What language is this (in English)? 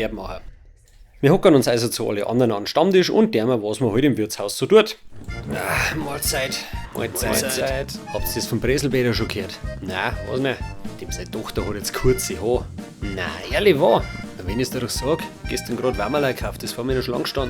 Bavarian